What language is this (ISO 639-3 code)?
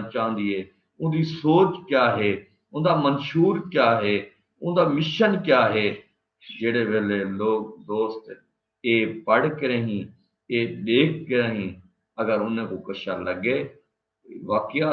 skr